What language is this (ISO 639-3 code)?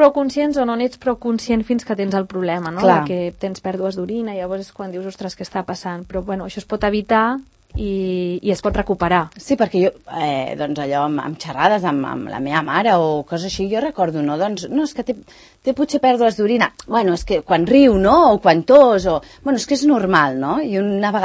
cat